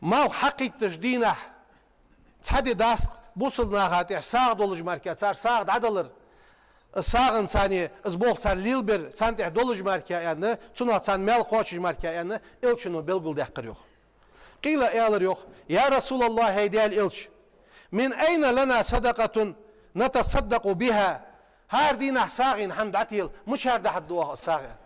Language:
Ingush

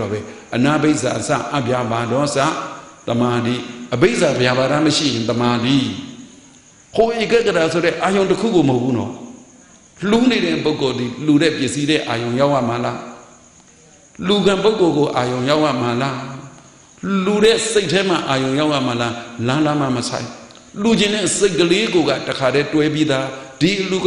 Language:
Burmese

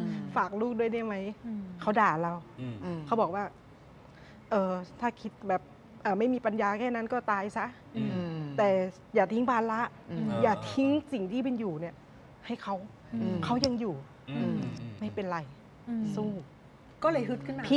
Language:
Thai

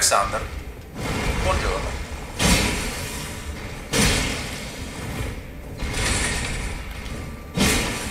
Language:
Italian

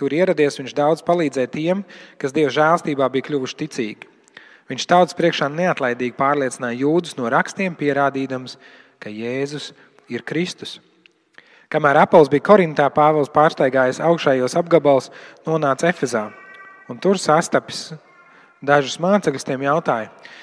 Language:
Latvian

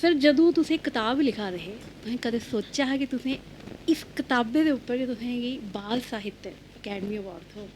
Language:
Dogri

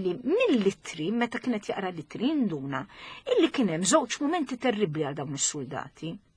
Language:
Maltese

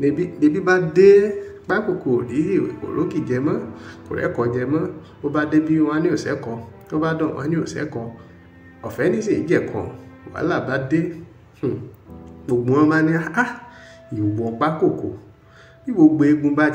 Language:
Yoruba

